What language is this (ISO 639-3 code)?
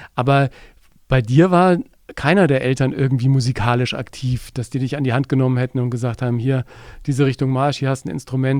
deu